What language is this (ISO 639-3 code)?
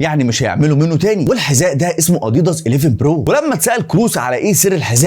arz